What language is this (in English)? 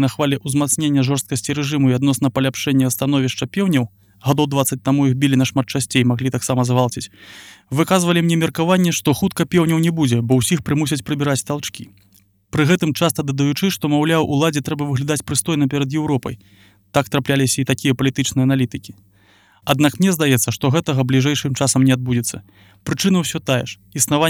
Belarusian